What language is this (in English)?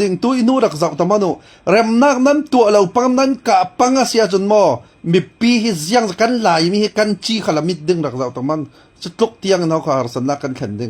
Falam Chin